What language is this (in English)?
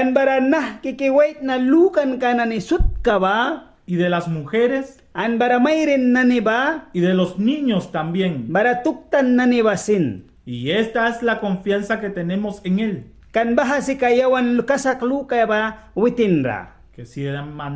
Mískito